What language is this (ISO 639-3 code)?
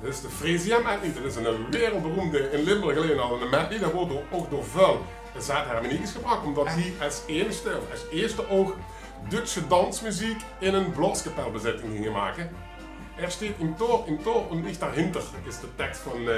lim